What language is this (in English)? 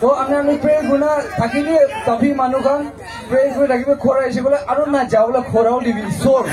Naga Pidgin